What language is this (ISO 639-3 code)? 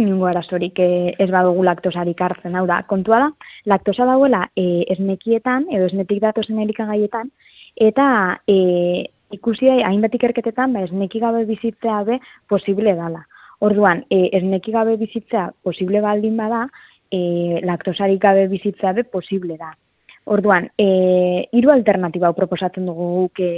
eus